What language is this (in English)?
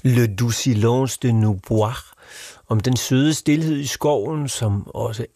Danish